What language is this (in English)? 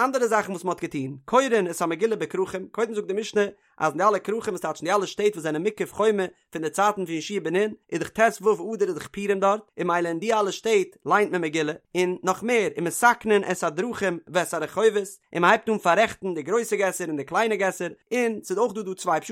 Yiddish